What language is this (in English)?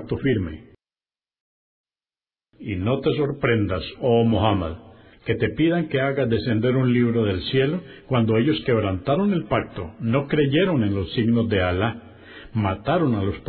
Spanish